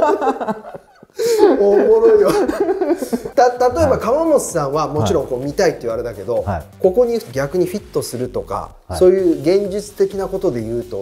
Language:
Japanese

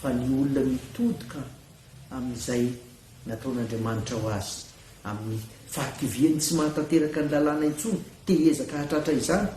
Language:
Malagasy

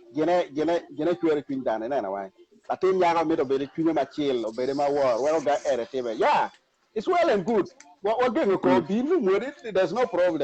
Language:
Acoli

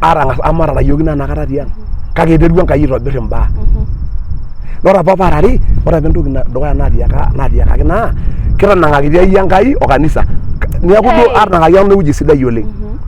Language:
Masai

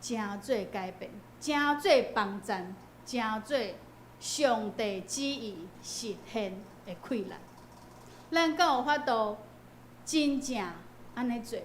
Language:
Min Nan Chinese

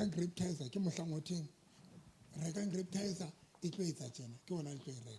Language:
Southern Sotho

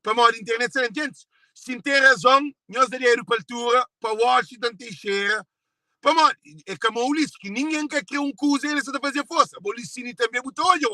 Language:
Kabuverdianu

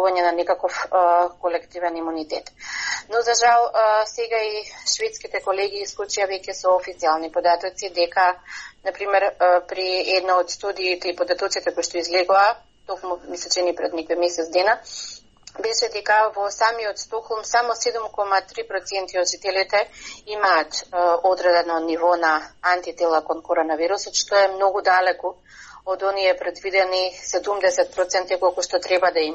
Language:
Macedonian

